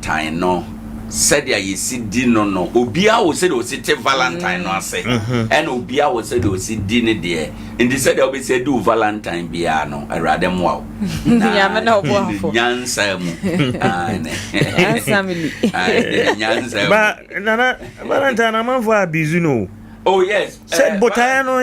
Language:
Akan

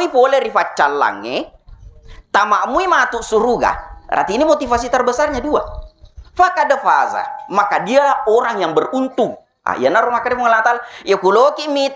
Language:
Buginese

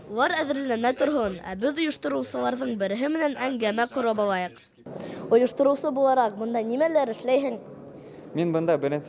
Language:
Bashkir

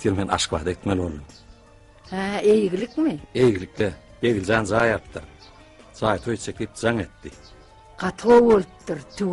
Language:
Turkmen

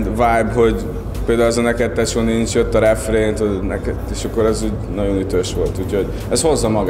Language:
Hungarian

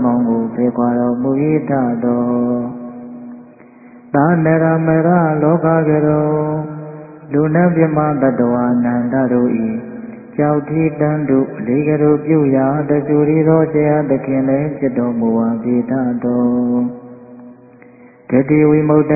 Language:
Burmese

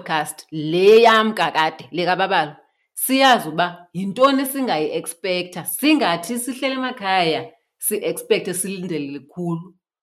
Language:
Xhosa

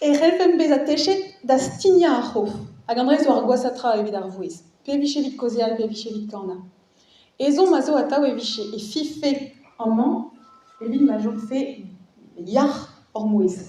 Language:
Breton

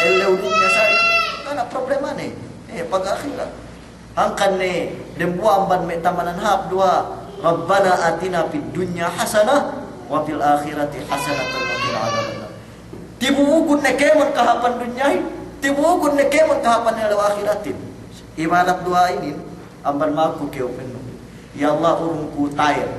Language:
Yakan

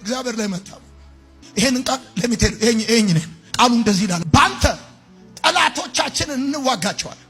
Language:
Amharic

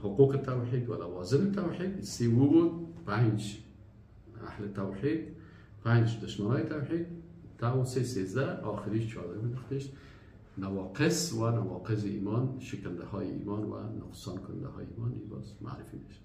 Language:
Persian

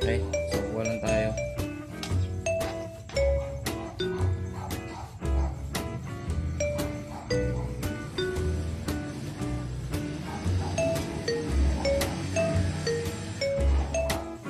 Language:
Filipino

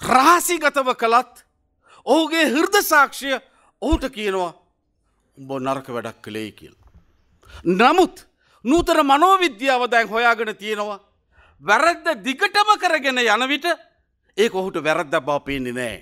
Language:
Sinhala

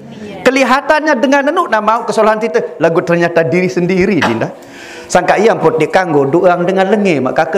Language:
Sasak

